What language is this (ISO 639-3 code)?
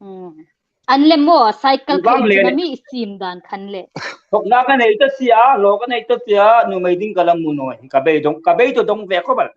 hmr